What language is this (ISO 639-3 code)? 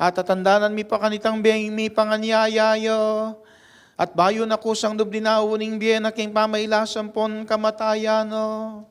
pam